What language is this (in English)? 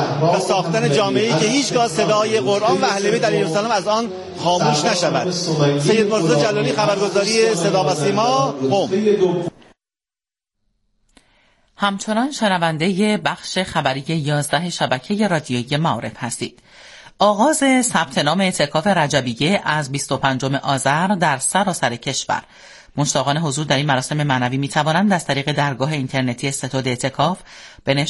Persian